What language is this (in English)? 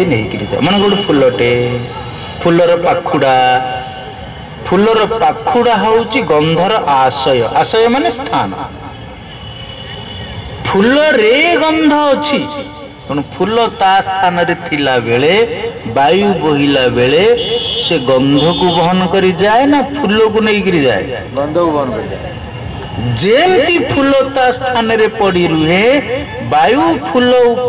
Odia